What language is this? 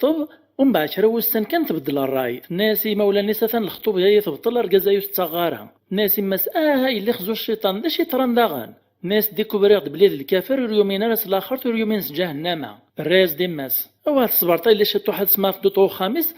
Kabyle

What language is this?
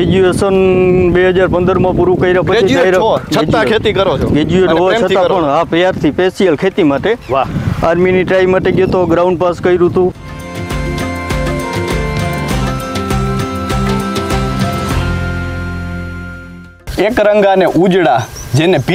Gujarati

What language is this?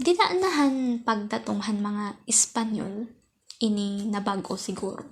Waray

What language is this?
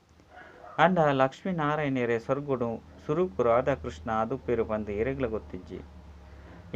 Tulu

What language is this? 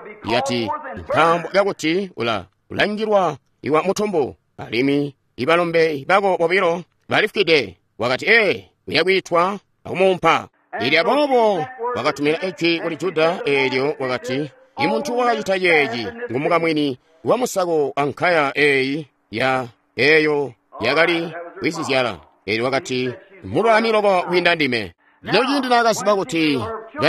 Tonga (Zambia)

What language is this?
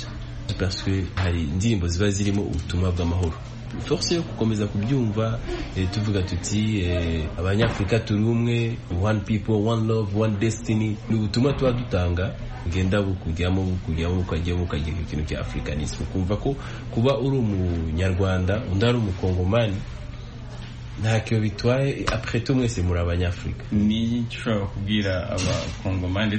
Kinyarwanda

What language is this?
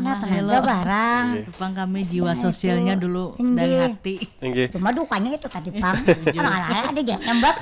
Banjar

